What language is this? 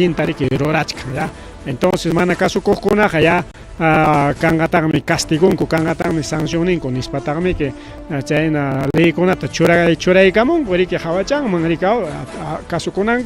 Ayacucho Quechua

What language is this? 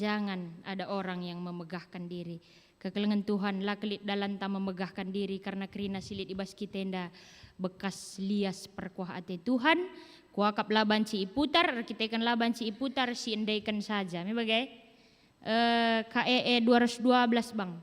Batak Karo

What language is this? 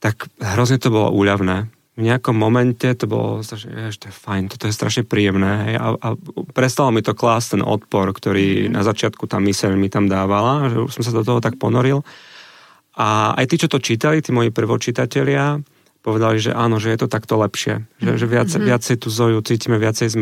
Slovak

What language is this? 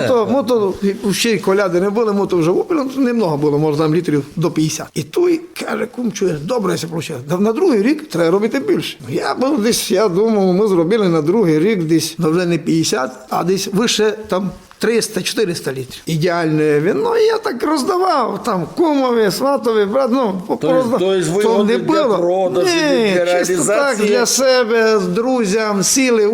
Rusyn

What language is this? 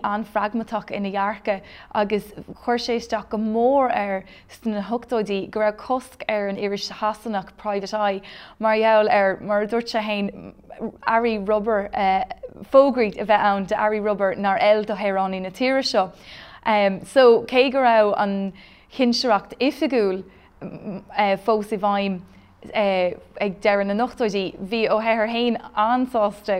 Irish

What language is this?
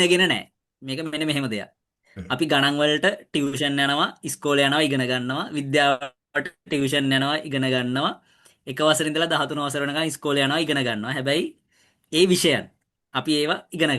Sinhala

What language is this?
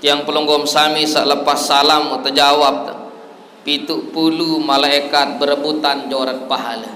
Sasak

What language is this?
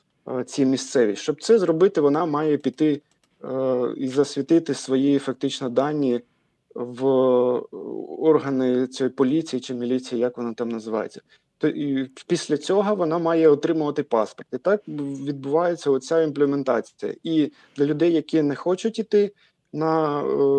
Ukrainian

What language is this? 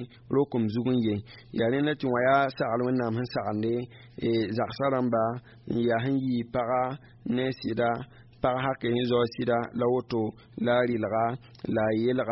Mossi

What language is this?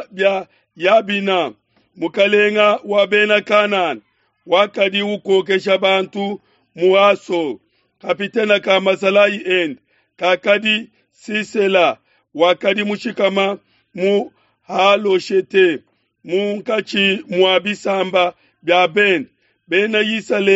Luba-Lulua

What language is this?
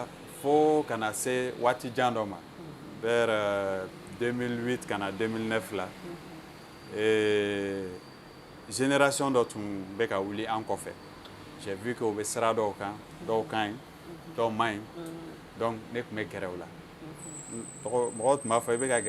Bambara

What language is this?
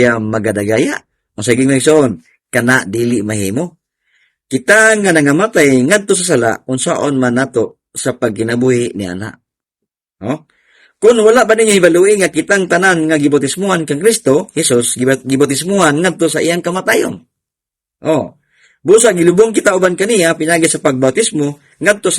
Cebuano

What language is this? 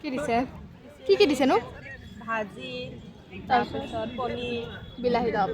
Assamese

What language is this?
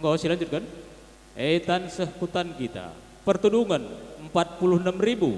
Batak Karo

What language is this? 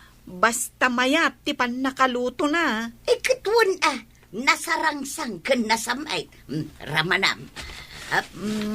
Iloko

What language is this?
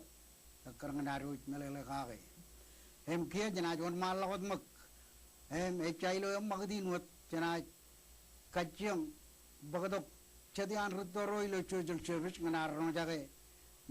Marshallese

